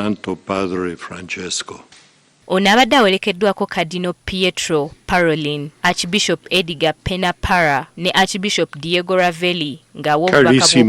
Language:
Ganda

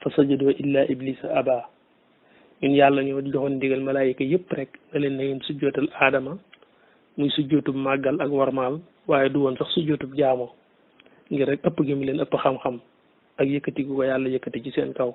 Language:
Wolof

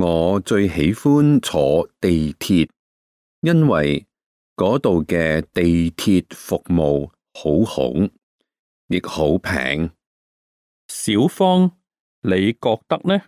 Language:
Cantonese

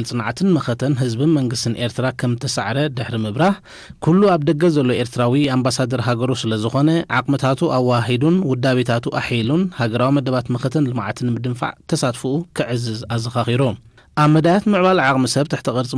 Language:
Tigrinya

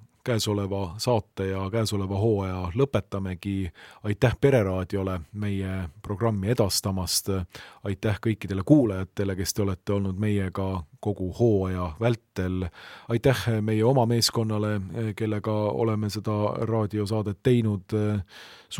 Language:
Estonian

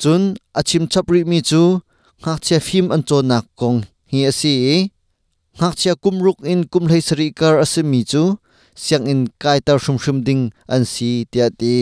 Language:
Hakha Chin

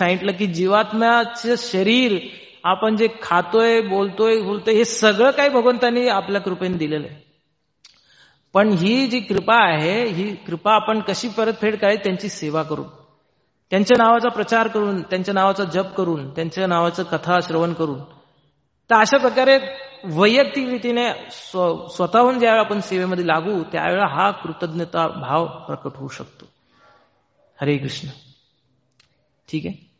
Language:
Marathi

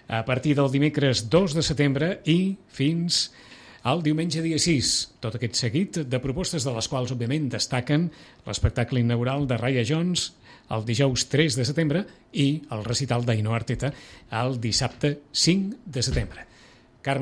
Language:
Catalan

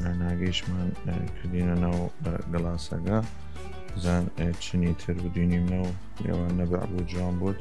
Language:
Southern Kurdish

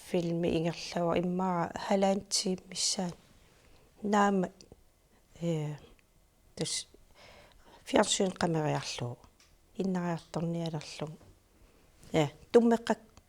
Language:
Kalaallisut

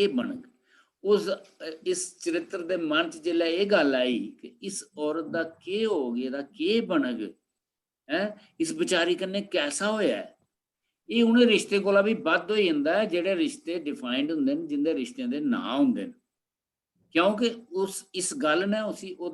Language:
Dogri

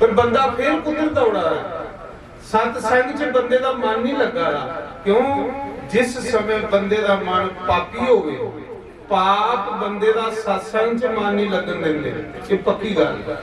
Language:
Dogri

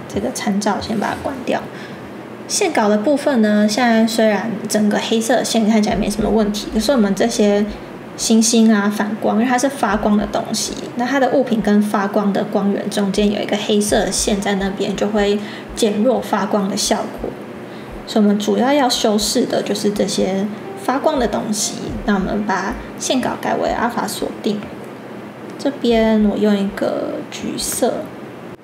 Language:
Chinese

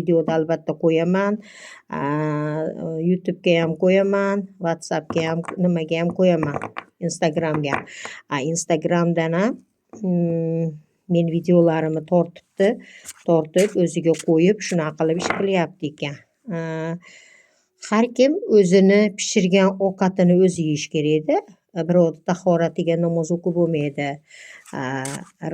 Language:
Uzbek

